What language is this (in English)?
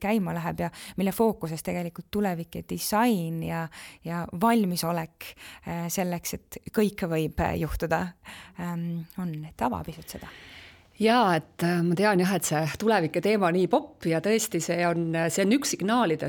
Estonian